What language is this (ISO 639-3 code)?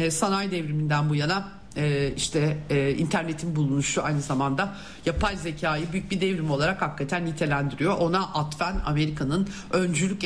tur